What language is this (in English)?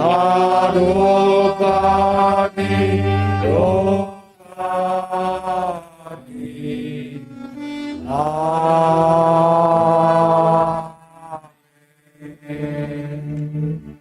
Batak Simalungun